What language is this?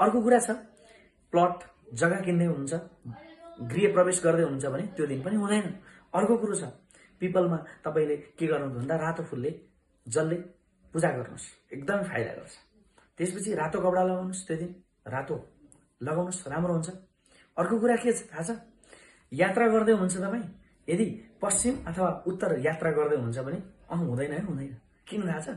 Nepali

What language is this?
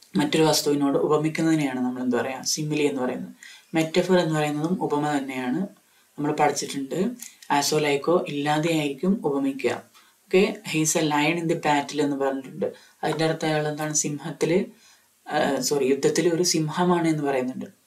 Malayalam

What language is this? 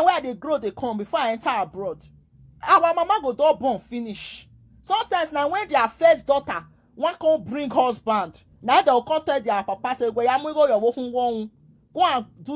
Nigerian Pidgin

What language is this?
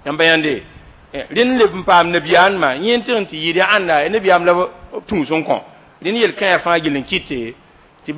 Mossi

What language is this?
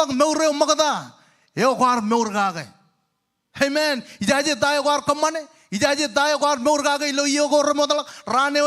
Marshallese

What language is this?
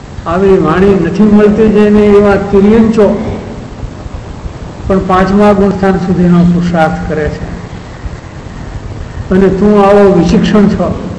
Gujarati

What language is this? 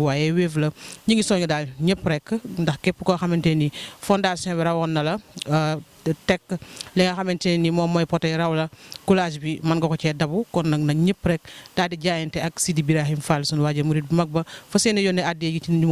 Wolof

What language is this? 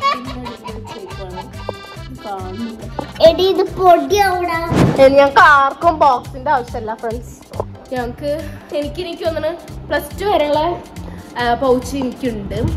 Malayalam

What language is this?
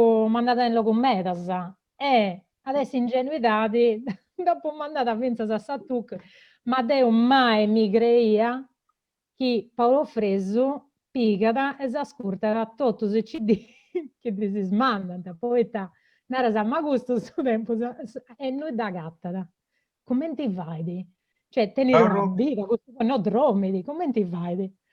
Sardinian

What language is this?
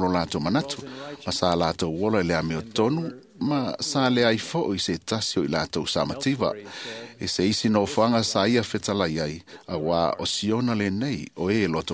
Samoan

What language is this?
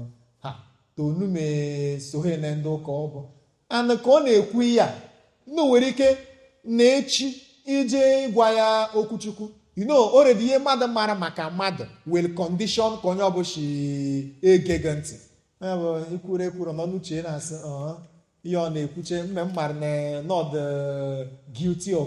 Igbo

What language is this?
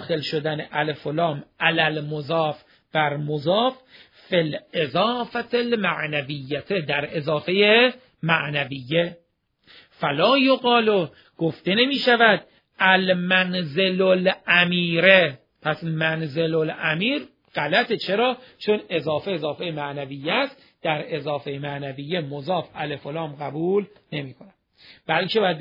Persian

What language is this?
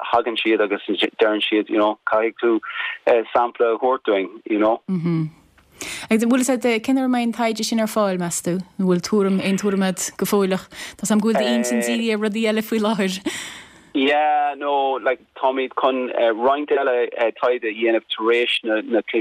Irish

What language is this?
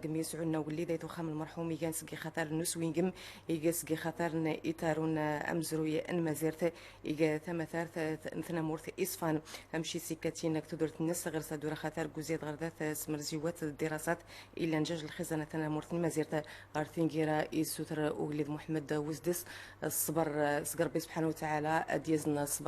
Central Atlas Tamazight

